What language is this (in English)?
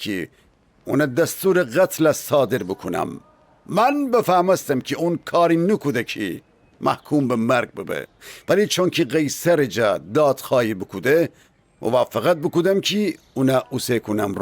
Gilaki